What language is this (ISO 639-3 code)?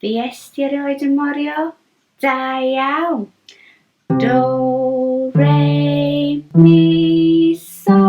cym